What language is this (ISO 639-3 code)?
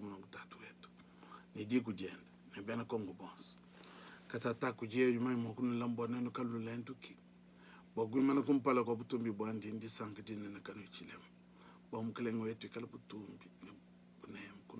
lua